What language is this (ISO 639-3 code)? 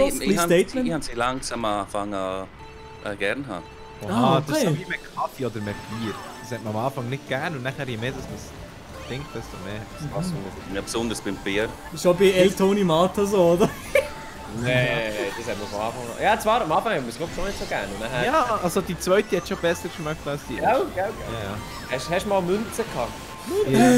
gsw